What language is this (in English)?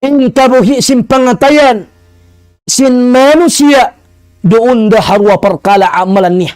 Tausug